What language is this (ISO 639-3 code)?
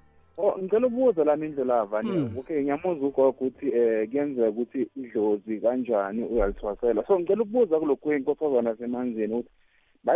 nbl